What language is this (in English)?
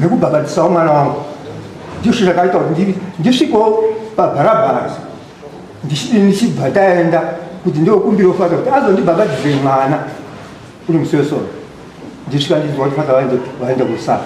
Shona